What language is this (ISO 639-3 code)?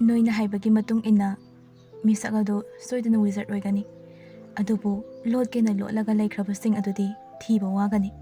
mni